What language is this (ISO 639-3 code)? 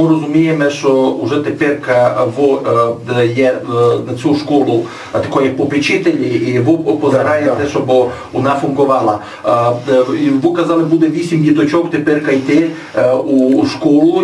rue